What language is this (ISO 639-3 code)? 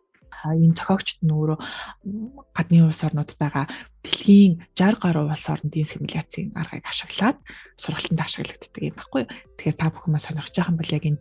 mon